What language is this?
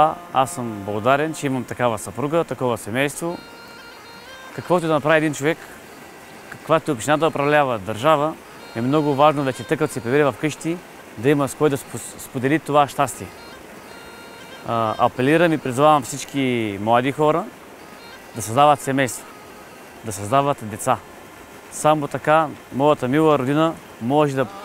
Bulgarian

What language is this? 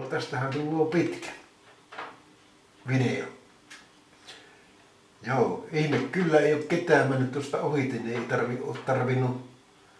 Finnish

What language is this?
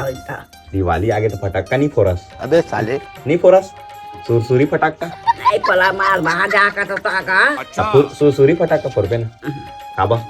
Chhattisgarhi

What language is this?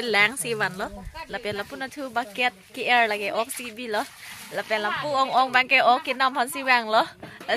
Karbi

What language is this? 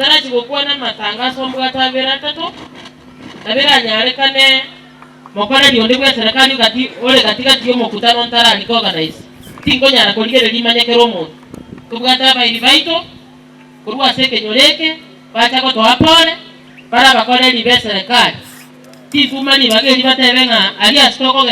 Gusii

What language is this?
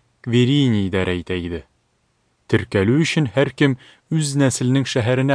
Tatar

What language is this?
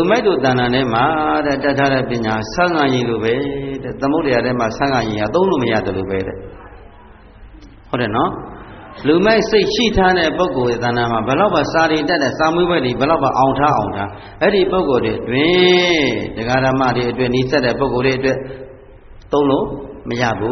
Burmese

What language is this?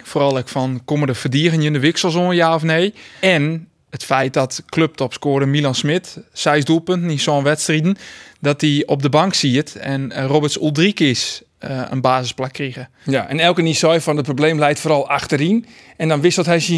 Western Frisian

